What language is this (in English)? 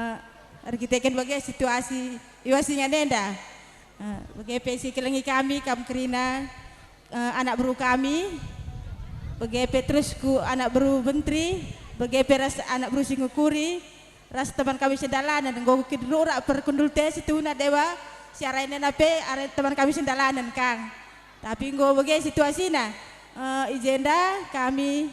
Batak Karo